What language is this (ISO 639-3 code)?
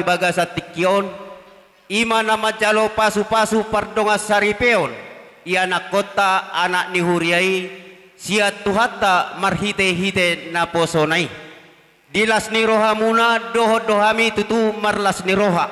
bbc